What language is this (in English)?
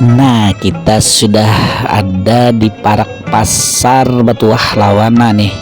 Banjar